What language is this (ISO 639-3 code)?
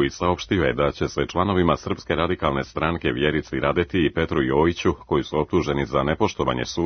srp